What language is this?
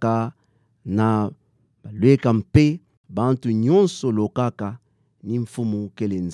Kituba (Democratic Republic of Congo)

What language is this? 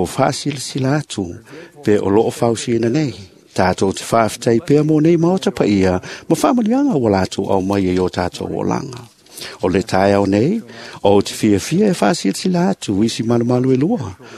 Samoan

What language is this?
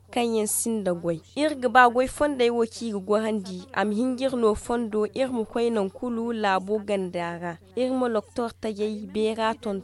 Zarma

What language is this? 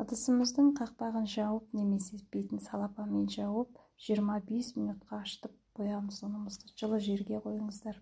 Kazakh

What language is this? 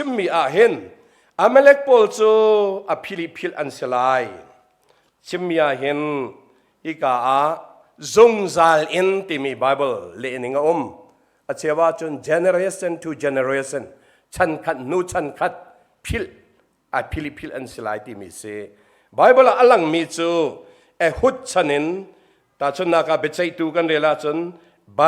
Hakha Chin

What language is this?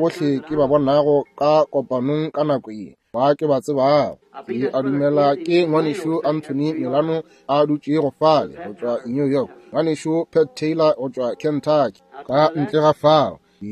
Northern Sotho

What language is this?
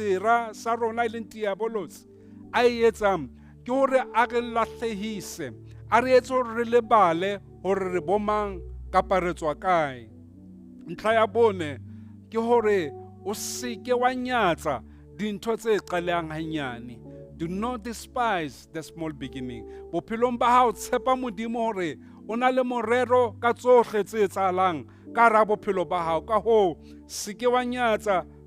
Southern Sotho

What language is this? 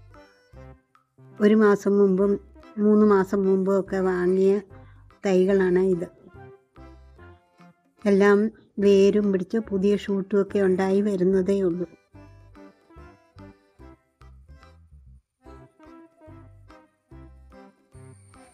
Malayalam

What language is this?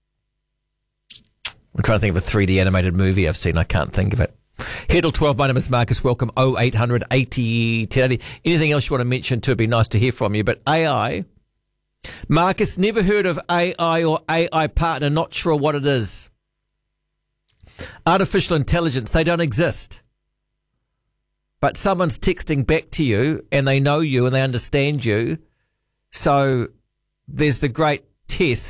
English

